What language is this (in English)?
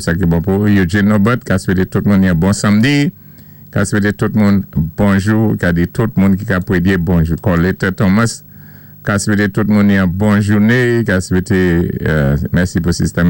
Saint Lucian Creole French